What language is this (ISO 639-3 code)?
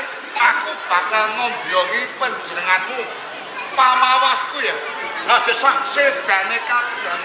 jav